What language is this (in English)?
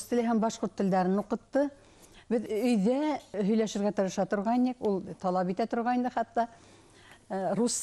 Bashkir